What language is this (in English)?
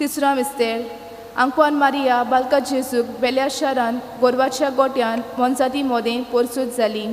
Konkani